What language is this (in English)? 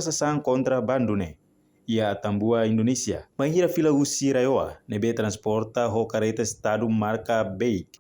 Tetum